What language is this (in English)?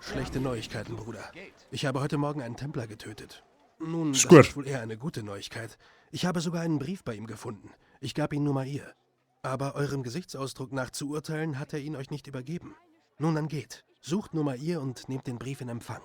Bavarian